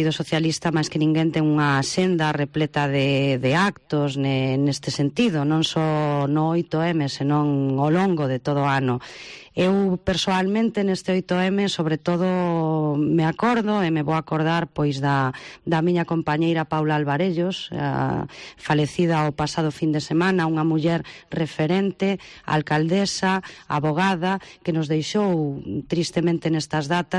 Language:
Galician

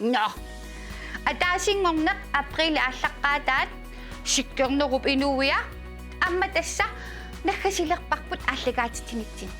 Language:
Kalaallisut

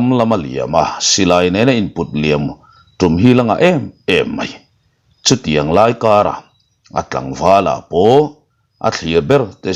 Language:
Mizo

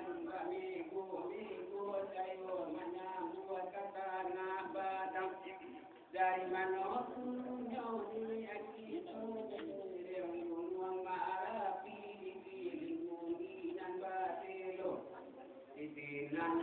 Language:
Minangkabau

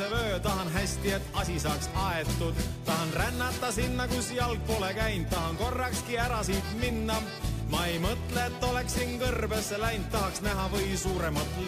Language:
Estonian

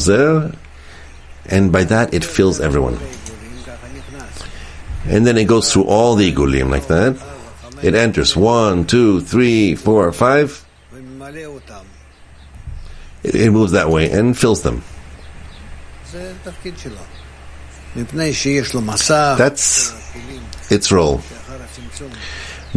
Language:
English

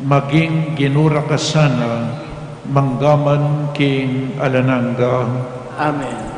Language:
Pampanga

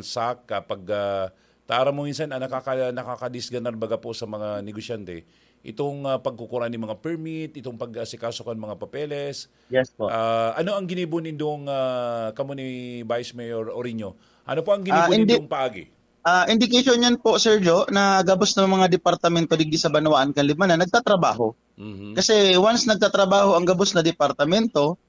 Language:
Bikol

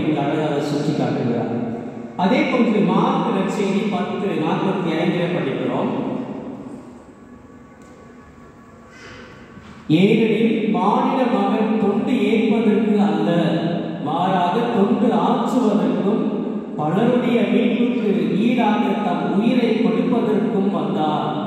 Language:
Tamil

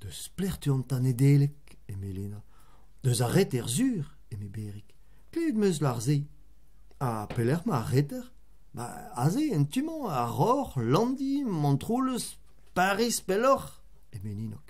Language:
Breton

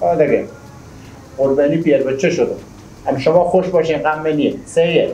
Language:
Persian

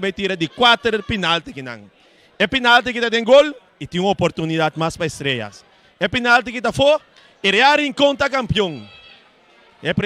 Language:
Papiamento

